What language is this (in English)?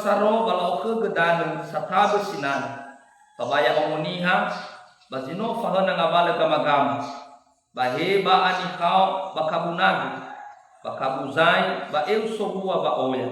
Nias